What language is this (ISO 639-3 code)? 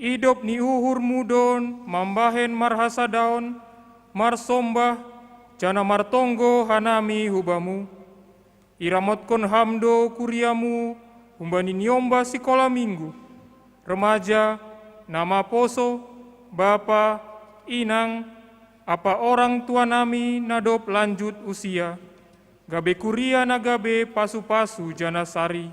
bts